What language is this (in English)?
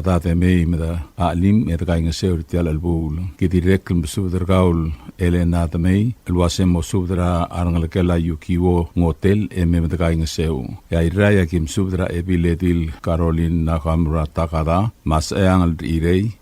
Palauan